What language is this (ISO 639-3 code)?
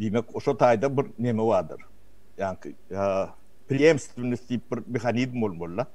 tuk